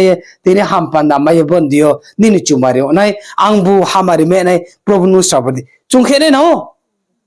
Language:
Riang (India)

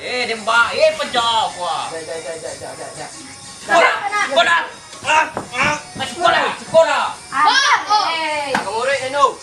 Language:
Minangkabau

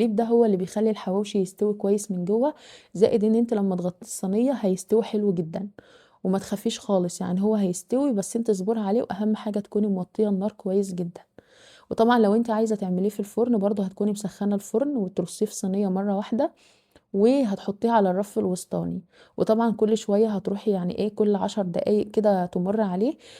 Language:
Egyptian Arabic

